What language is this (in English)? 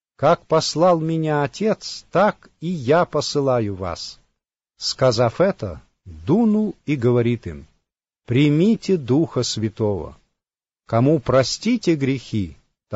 Russian